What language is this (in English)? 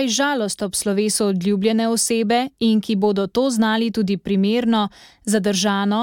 Slovenian